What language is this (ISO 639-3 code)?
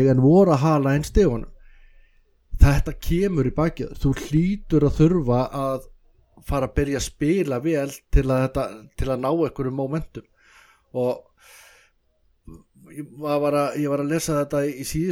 isl